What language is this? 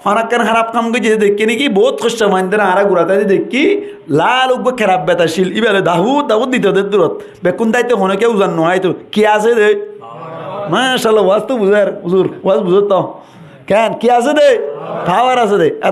Rohingya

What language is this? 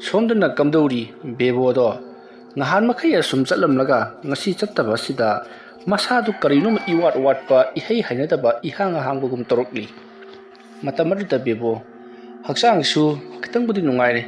Manipuri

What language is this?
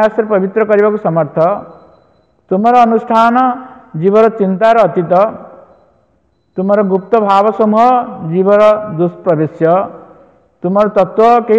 Odia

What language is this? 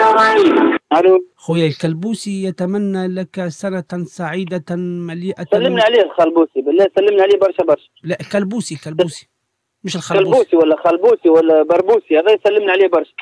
Tunisian Arabic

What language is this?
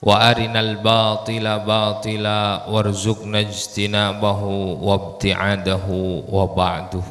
Madurese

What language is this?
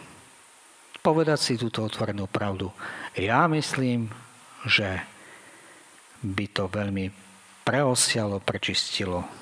Slovak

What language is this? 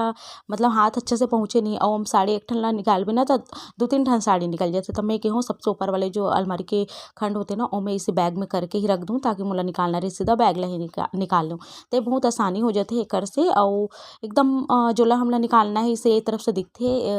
Chhattisgarhi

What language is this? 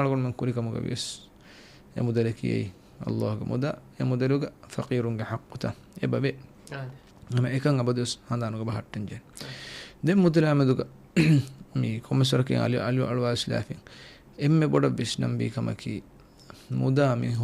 Divehi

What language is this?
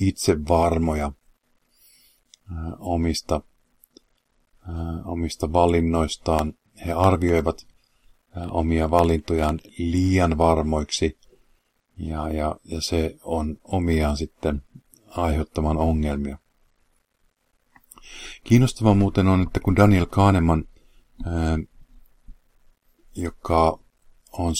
Finnish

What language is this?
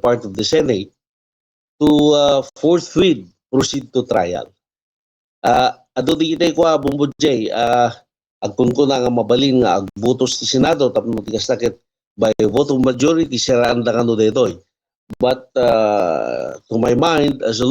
Iloko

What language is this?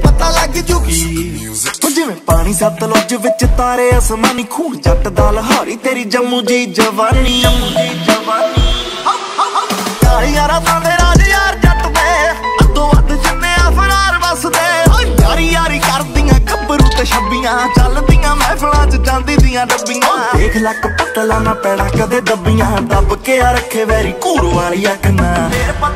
Punjabi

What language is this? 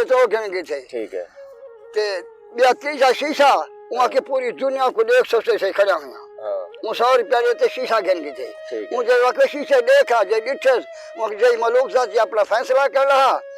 Saraiki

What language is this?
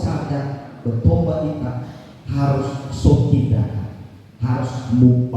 Nias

